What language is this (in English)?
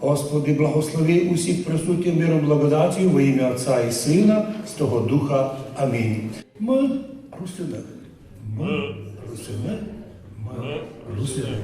Rusyn